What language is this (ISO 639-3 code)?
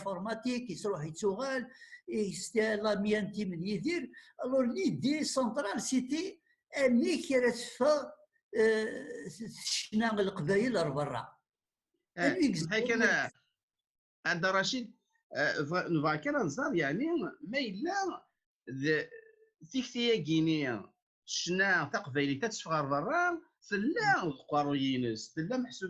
kab